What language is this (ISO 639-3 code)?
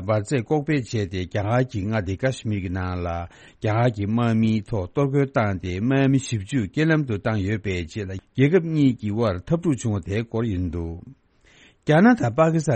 bod